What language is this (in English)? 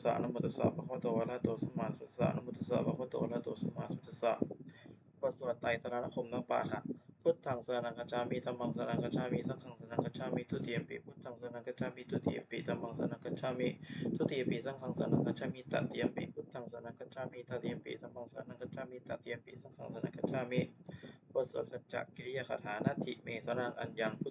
Pali